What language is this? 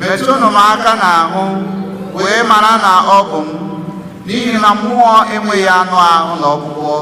Igbo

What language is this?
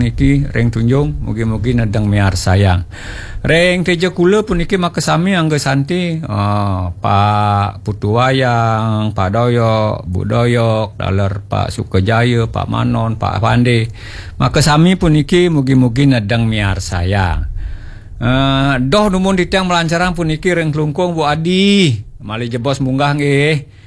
Balinese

